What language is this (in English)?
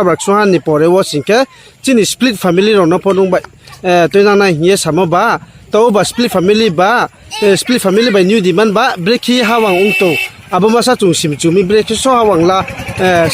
Riang (India)